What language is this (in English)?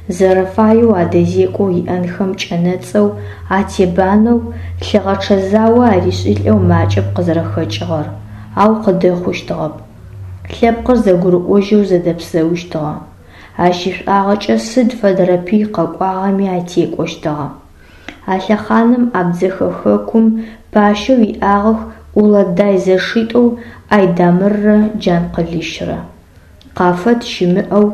Adyghe